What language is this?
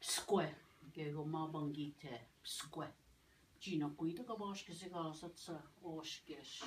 Ojibwa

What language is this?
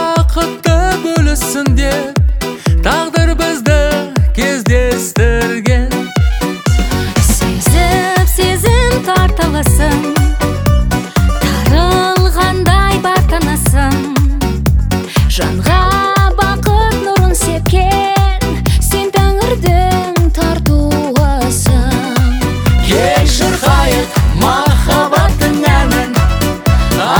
Kazakh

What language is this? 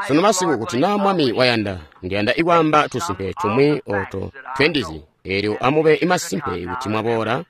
Tonga (Zambia)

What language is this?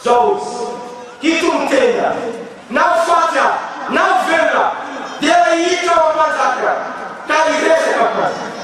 Malagasy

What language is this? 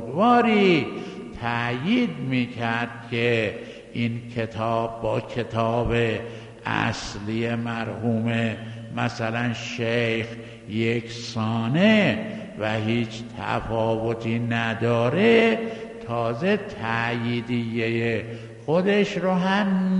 Persian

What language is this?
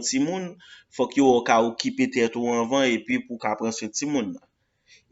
Haitian Creole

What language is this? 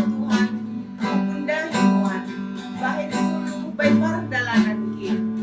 Batak Simalungun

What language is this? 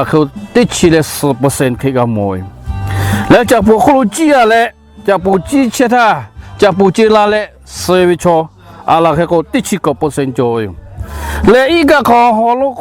Lahu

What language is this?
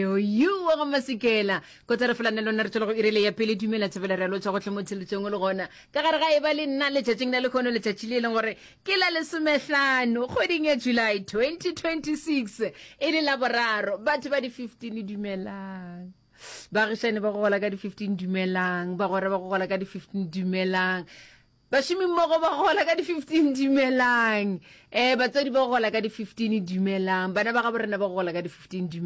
Northern Sotho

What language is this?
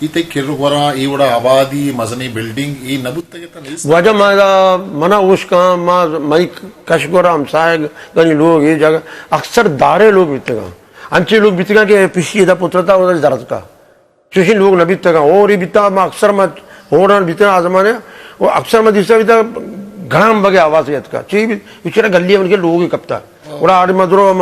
Eastern Balochi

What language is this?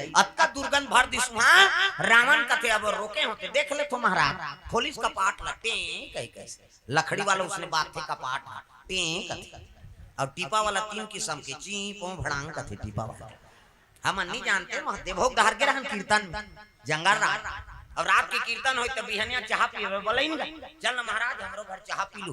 Chhattisgarhi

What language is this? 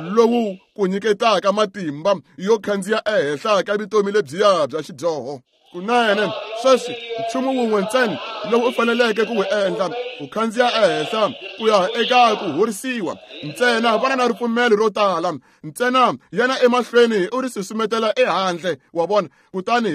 Tsonga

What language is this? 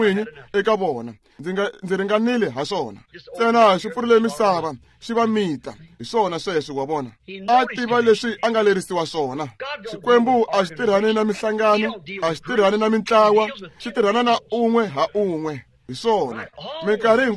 Tsonga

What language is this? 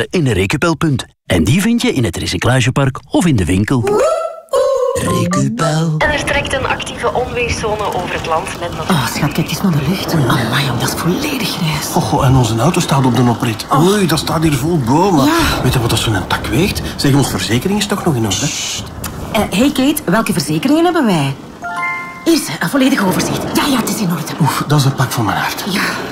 Dutch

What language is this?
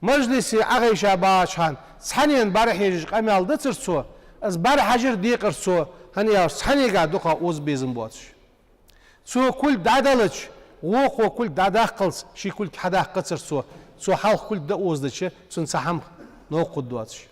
Ingush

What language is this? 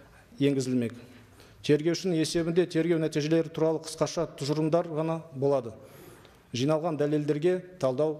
Kazakh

